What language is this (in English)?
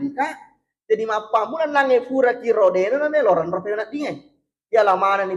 Buginese